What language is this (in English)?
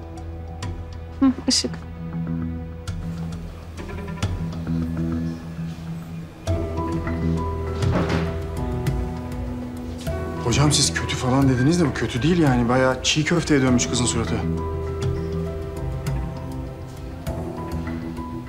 Turkish